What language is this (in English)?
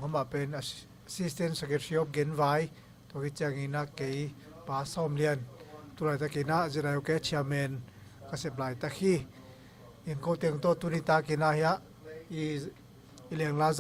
Tedim Chin